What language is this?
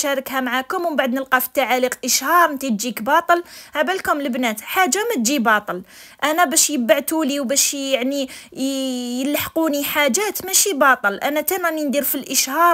Algerian Arabic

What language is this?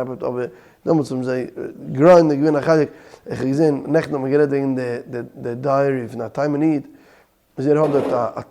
Yiddish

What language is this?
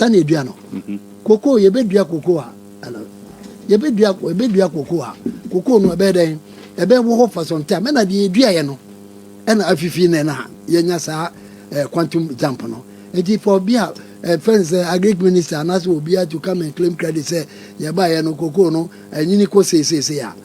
Akan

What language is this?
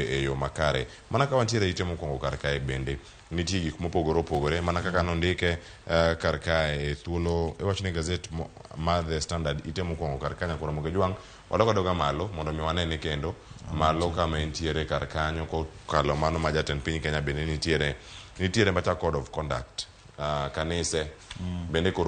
Luo (Kenya and Tanzania)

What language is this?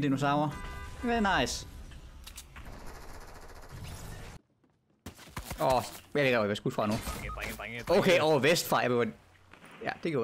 Danish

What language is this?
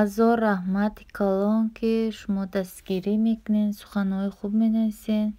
Tajik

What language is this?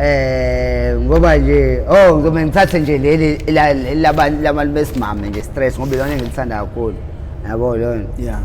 Zulu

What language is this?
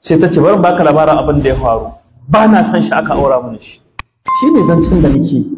Hausa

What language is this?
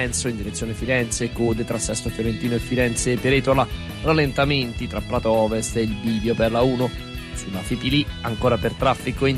Italian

